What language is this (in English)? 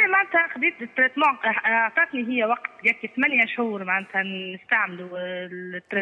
Tunisian Arabic